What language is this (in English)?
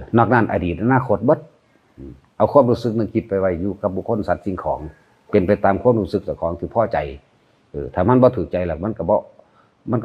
Northeastern Thai